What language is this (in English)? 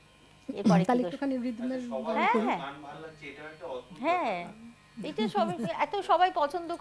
Bangla